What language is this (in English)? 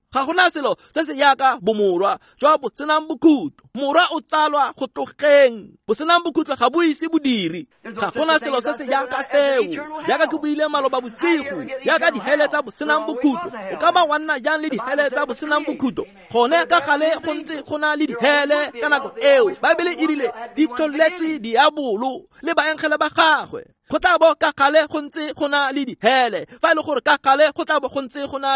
Tswana